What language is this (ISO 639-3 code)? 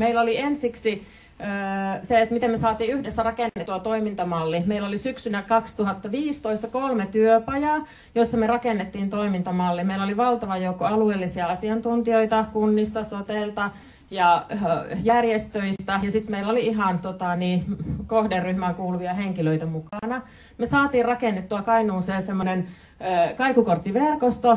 fin